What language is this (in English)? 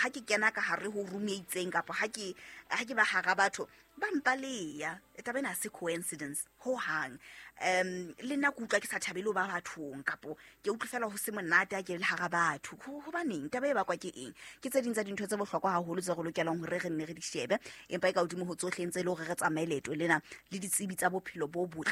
Southern Sotho